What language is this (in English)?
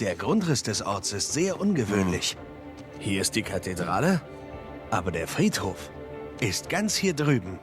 Swiss German